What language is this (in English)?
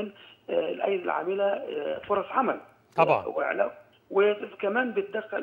Egyptian Arabic